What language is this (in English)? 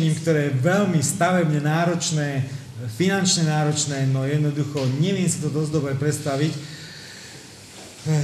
Slovak